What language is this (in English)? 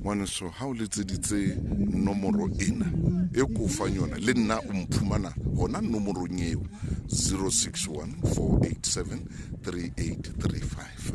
Southern Sotho